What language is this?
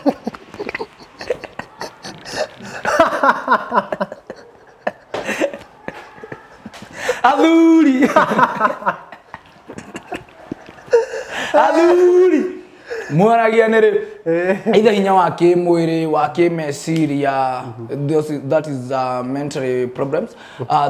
Kikuyu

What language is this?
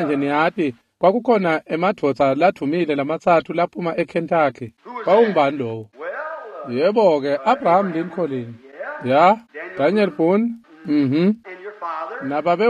Swati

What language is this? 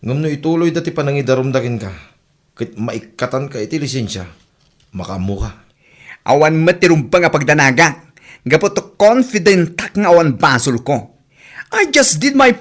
Iloko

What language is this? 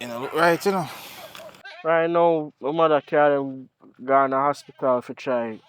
Jamaican Creole English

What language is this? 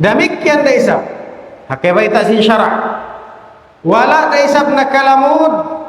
Tausug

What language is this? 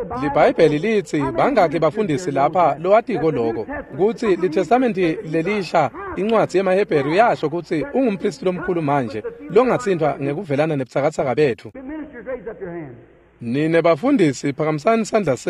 Swati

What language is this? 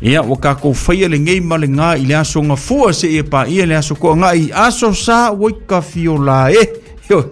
Samoan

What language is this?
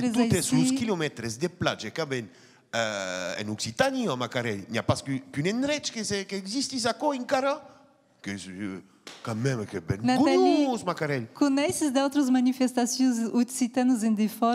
Occitan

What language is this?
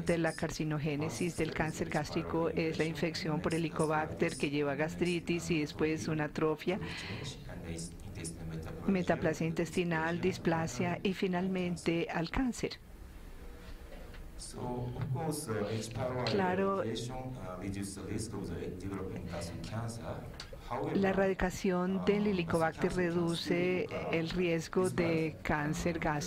Spanish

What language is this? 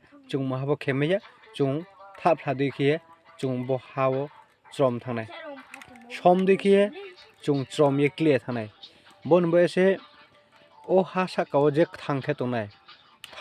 Riang (India)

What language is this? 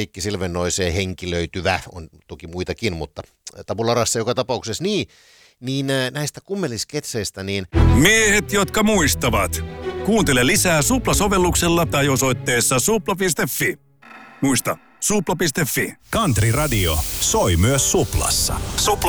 Finnish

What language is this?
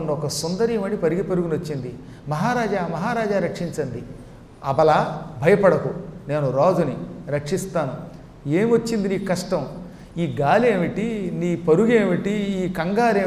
Telugu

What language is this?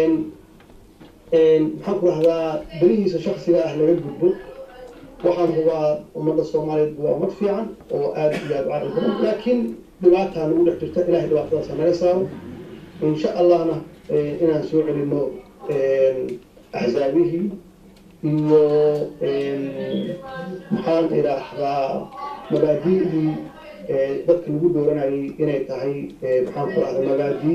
Somali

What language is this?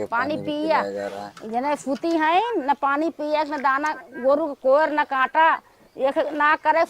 Awadhi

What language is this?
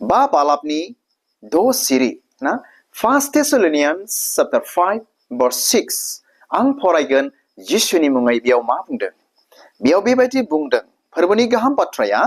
Bodo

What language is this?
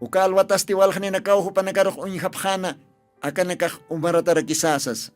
Aymara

